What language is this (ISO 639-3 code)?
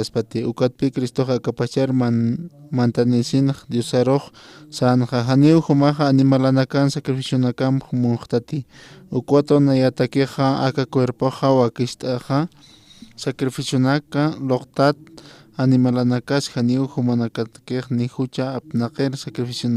aym